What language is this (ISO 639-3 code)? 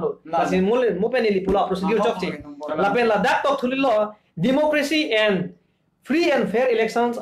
mjw